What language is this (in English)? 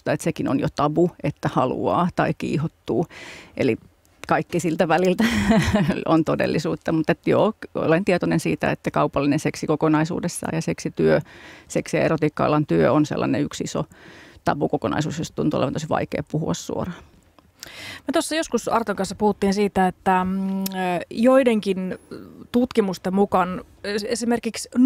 Finnish